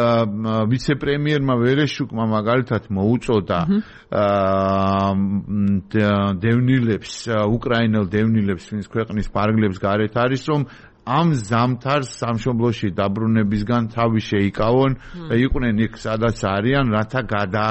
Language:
Georgian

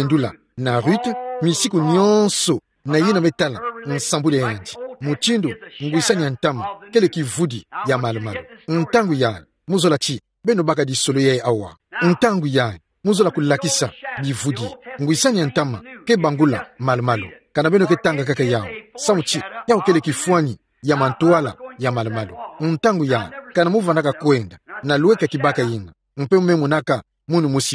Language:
Kituba (Democratic Republic of Congo)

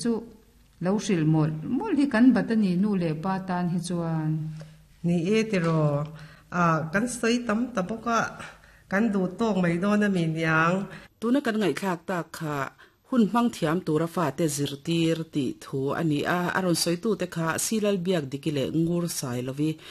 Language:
Mizo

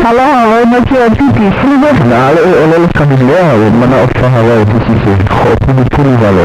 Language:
Hawaiian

